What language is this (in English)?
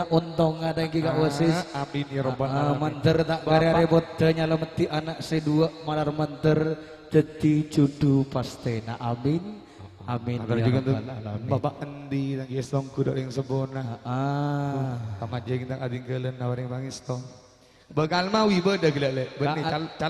Madurese